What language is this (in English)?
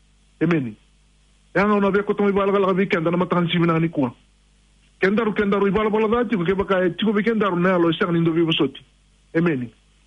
Fijian